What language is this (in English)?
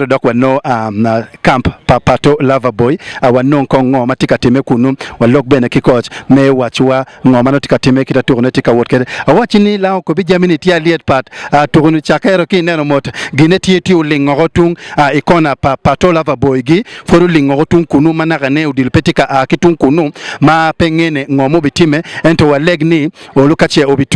Acoli